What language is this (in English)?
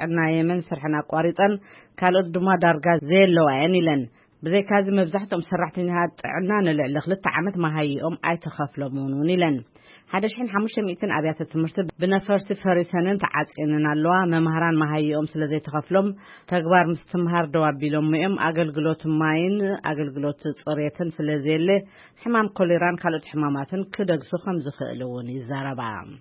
Tigrinya